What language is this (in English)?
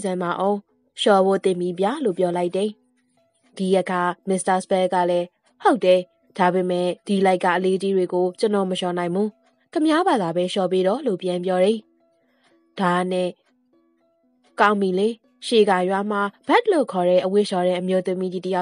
Burmese